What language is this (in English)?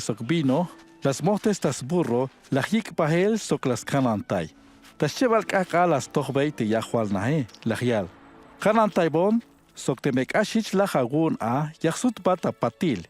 Tzeltal